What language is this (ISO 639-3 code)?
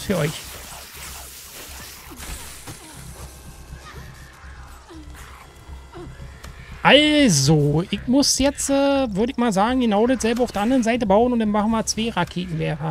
deu